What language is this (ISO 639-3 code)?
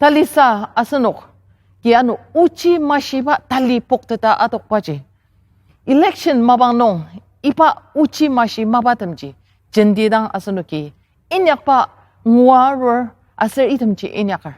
njo